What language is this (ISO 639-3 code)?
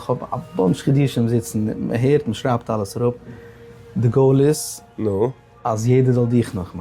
yid